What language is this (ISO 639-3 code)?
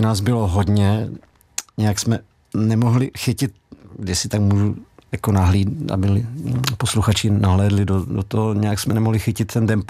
ces